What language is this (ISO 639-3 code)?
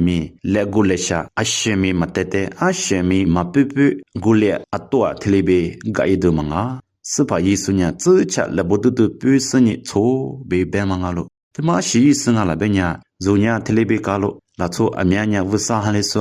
lis